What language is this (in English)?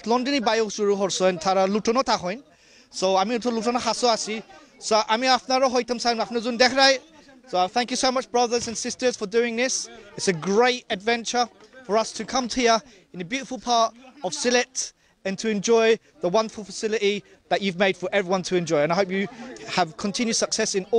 Sylheti